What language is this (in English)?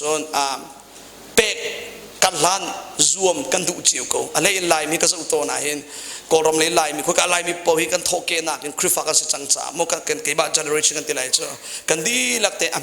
Hakha Chin